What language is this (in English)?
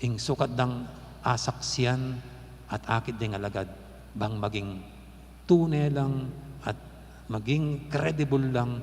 Pampanga